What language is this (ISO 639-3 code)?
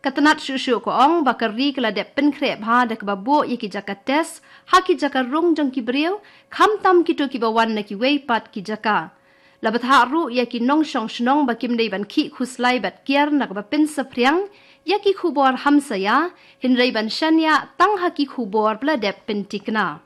kha